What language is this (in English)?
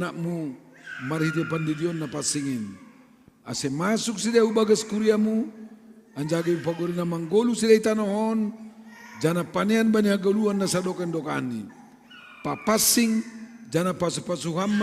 Batak Simalungun